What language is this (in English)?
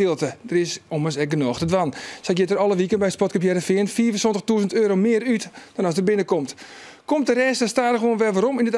Western Frisian